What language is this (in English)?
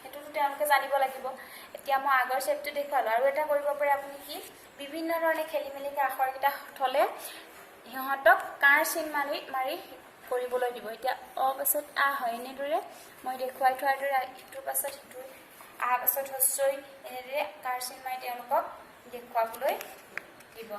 Assamese